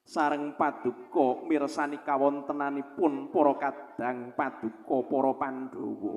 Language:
Javanese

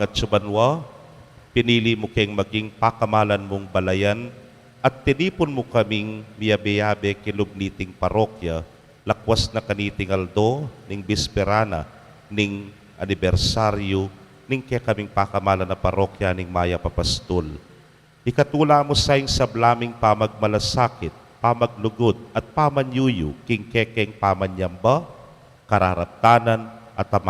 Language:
Pampanga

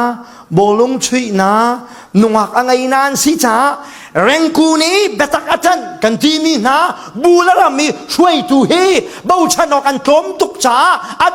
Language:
Falam Chin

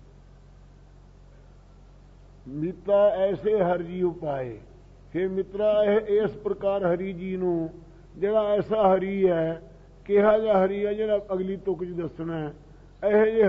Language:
Punjabi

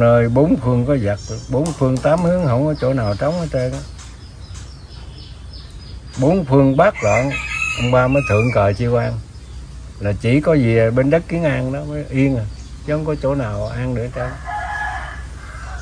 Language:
Vietnamese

